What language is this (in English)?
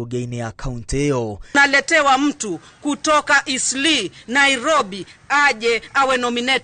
Kikuyu